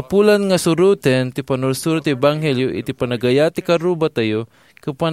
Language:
Iloko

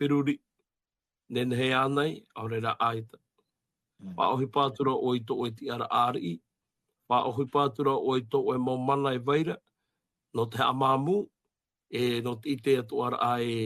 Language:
Tahitian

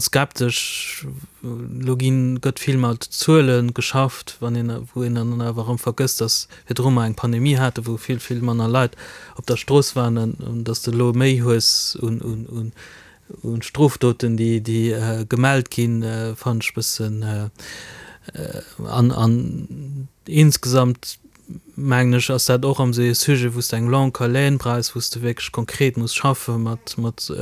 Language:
Luxembourgish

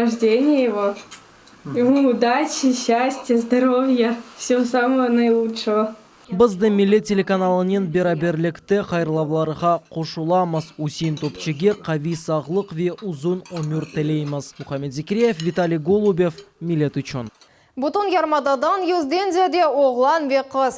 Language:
Crimean Tatar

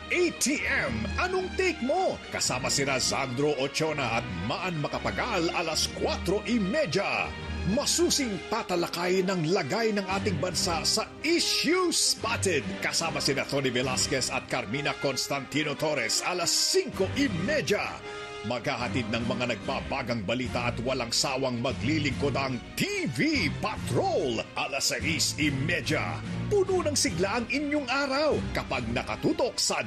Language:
Filipino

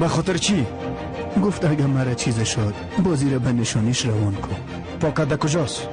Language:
Persian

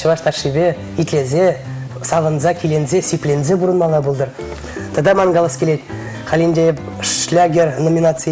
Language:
Chuvash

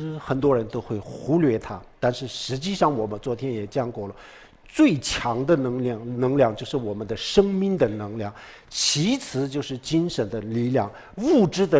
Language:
Chinese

